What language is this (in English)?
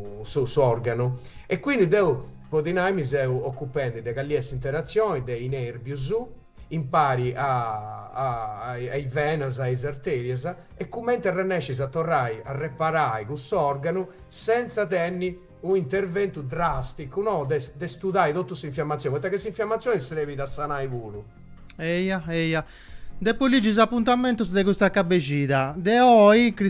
Sardinian